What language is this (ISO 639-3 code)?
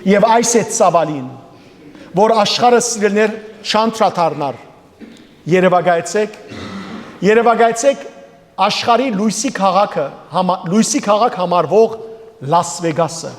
hyw